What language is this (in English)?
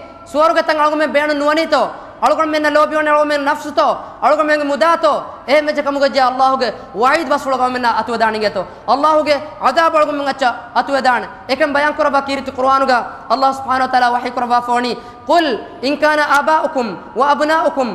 Divehi